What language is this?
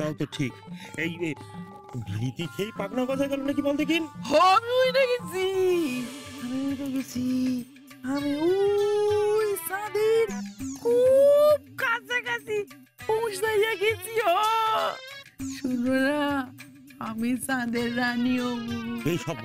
Bangla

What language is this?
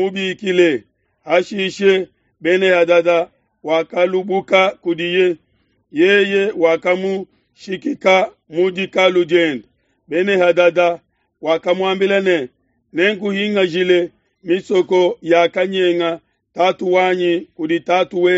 Luba-Lulua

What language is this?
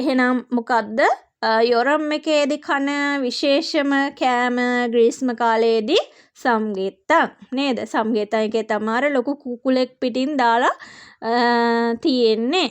Sinhala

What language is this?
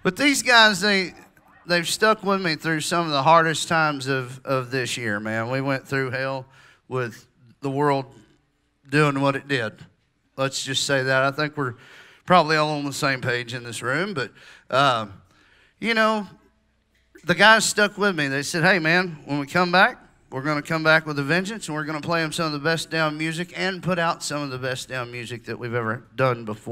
English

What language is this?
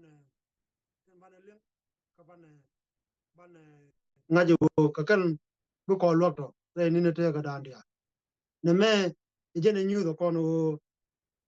Nuer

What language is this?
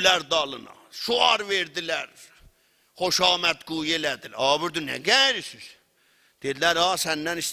South Azerbaijani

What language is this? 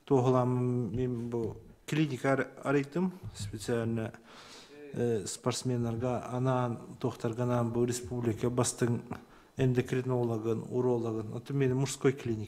Yakut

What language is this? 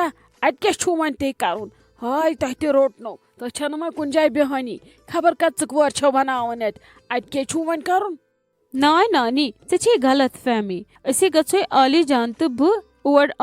Kashmiri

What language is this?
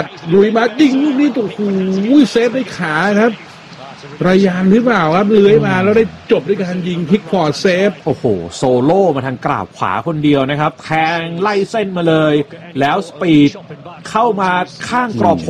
Thai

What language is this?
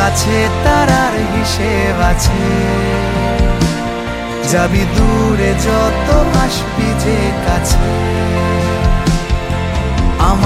Bangla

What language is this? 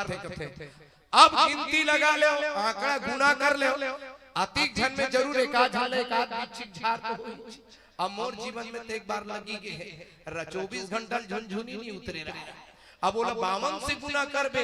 Chhattisgarhi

